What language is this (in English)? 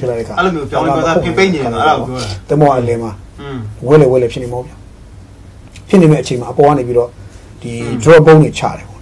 Burmese